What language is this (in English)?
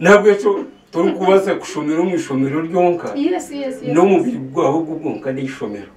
Nyankole